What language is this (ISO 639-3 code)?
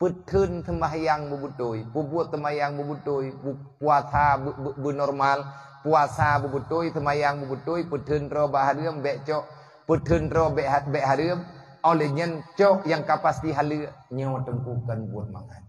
ace